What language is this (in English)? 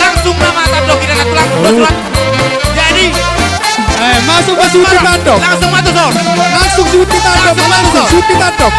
Batak Toba